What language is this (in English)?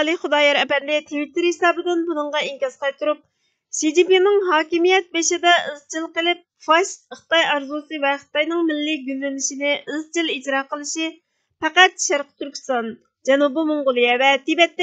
Uyghur